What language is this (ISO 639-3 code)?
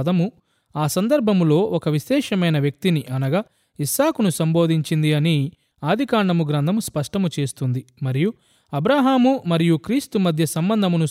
tel